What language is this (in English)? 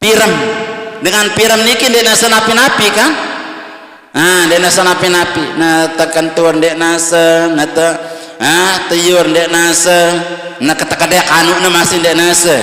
Sasak